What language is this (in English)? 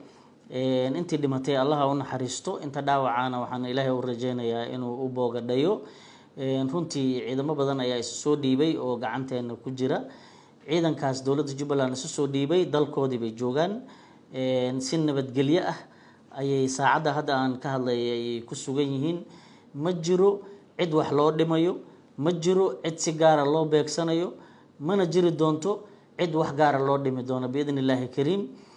Somali